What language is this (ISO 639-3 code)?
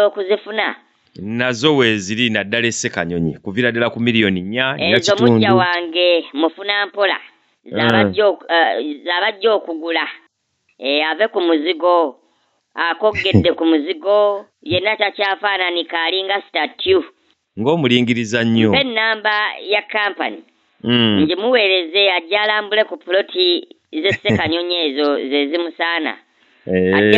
lug